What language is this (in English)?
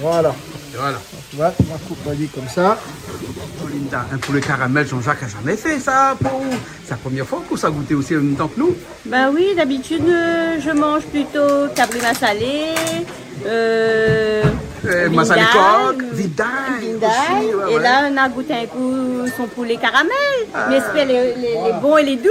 Réunion Creole French